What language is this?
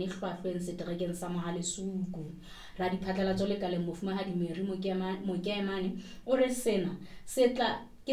Southern Sotho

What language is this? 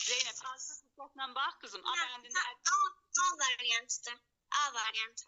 Azerbaijani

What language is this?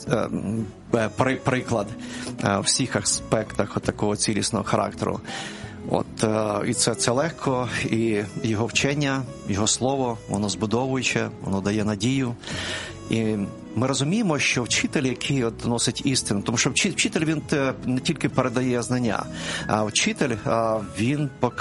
Ukrainian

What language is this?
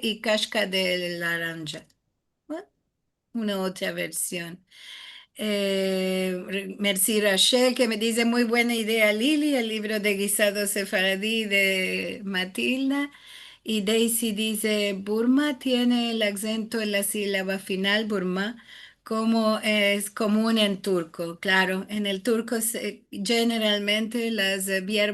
Ladino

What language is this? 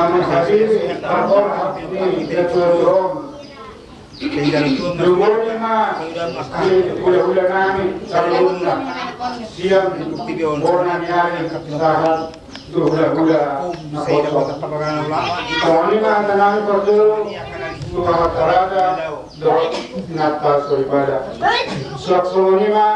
Batak Toba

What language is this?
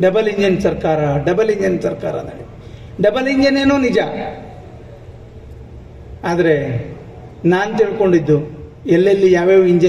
Kannada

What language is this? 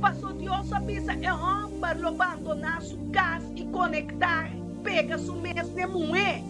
Papiamento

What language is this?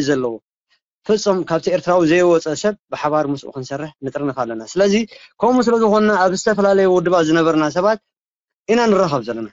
Tigrinya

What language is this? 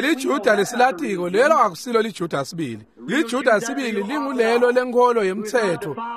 Swati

